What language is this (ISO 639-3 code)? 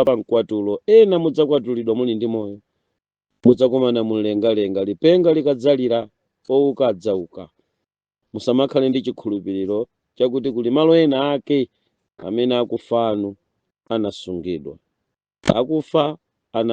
nya